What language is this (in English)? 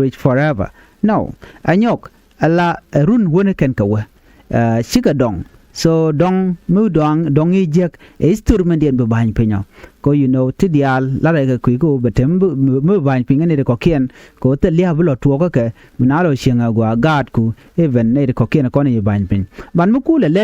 Nuer